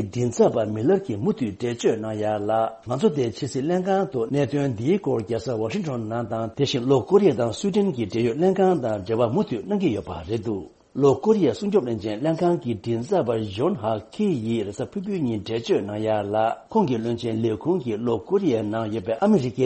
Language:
Tibetan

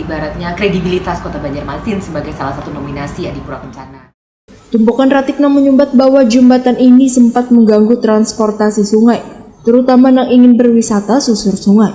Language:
Banjar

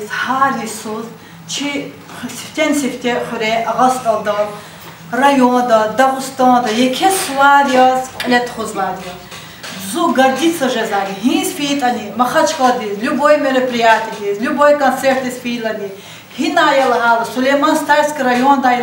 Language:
Lezghian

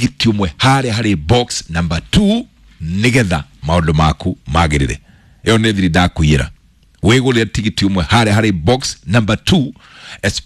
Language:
Kikuyu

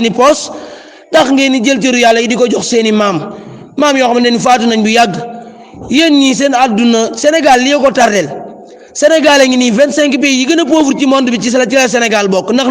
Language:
Wolof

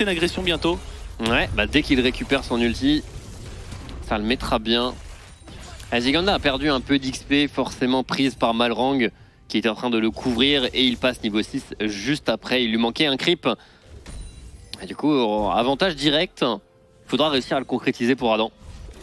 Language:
French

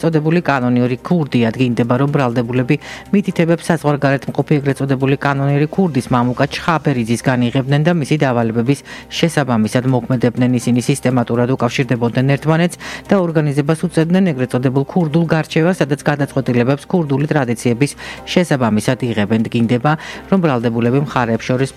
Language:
Georgian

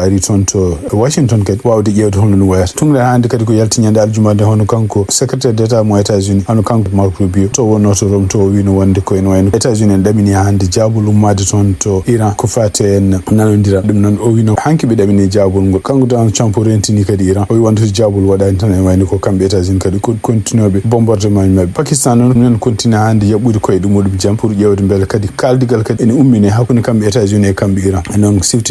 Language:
Fula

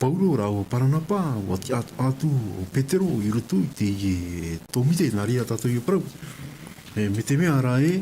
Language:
Tahitian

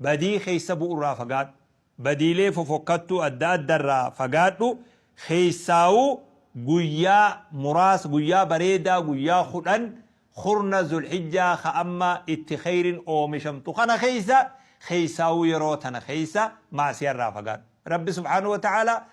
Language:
Oromo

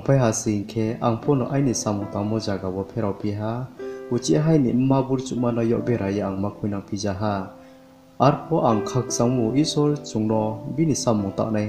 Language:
Riang (India)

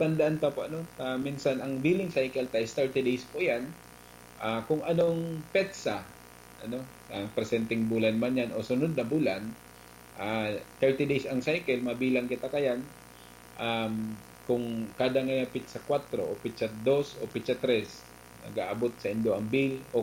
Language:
Bikol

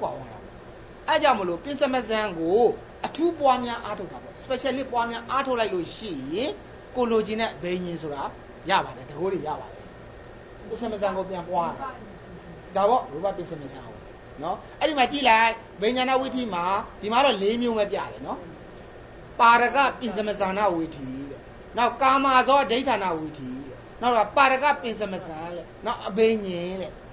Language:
Burmese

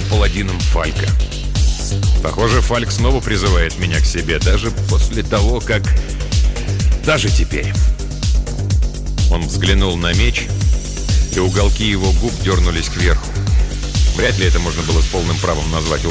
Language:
Russian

